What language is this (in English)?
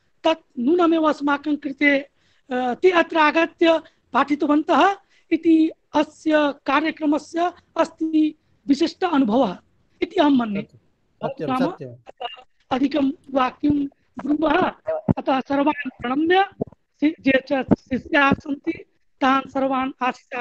Sanskrit